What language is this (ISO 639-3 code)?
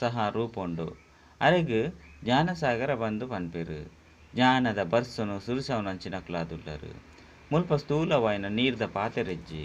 tcy